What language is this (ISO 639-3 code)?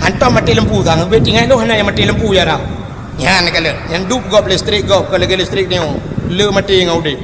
ace